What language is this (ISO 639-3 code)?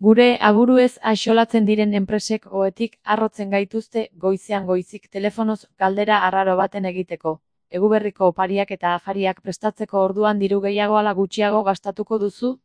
eus